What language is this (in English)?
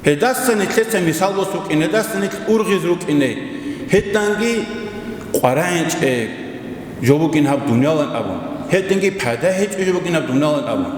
Avaric